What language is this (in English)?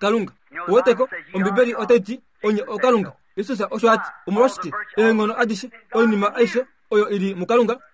Kuanyama